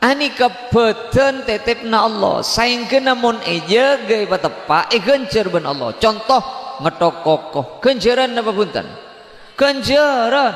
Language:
Madurese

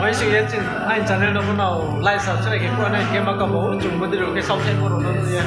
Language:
Riang (India)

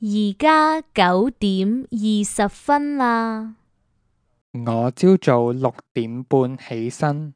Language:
Cantonese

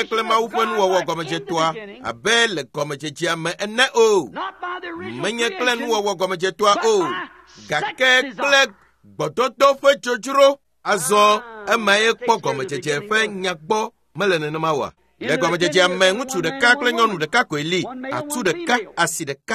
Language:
Ewe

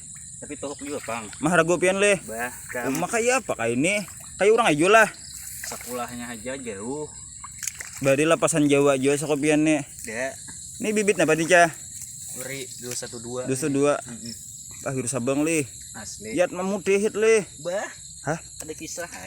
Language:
Banjar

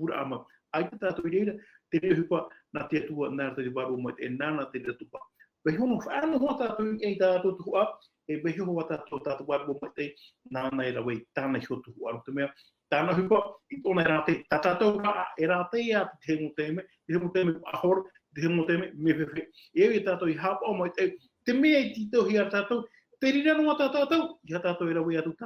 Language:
Tahitian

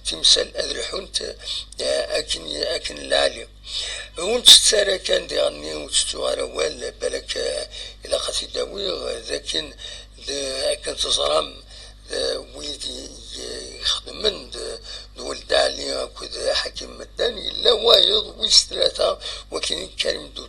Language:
Kabyle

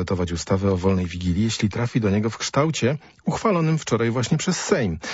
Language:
Polish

